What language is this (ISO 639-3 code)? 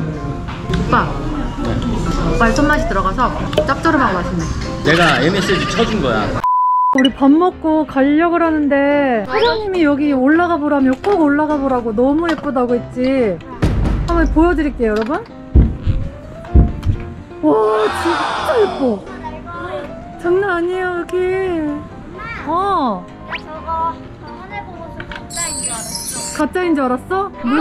kor